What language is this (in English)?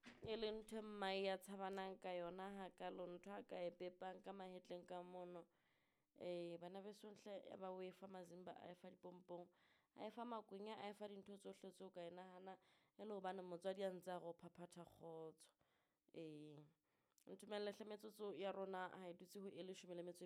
Southern Sotho